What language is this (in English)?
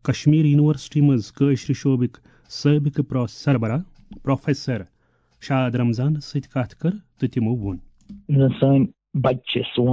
Kashmiri